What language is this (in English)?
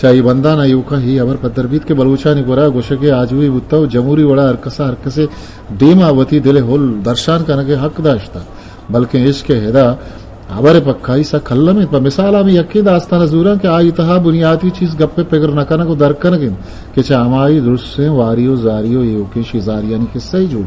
Eastern Balochi